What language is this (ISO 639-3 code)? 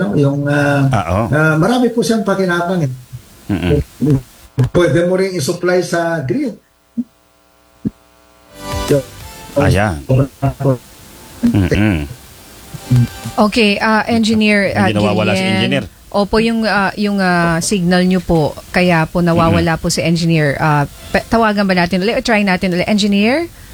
fil